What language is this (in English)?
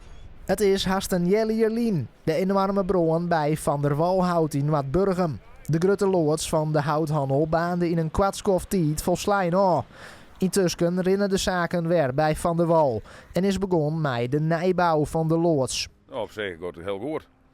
Western Frisian